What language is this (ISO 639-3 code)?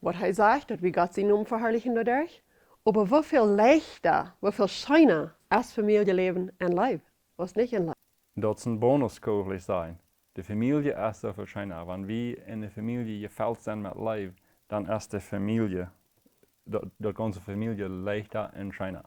pdt